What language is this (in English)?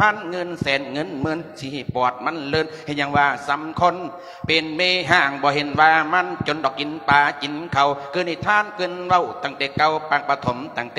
Lao